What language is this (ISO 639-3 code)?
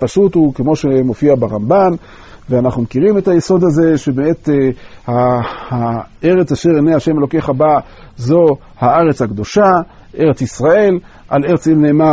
heb